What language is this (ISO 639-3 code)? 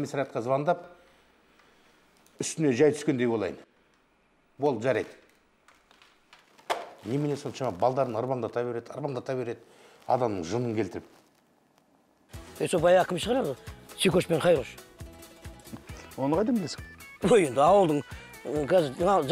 kaz